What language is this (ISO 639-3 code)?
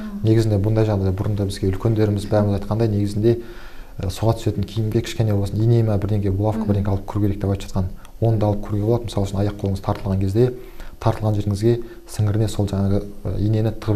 kaz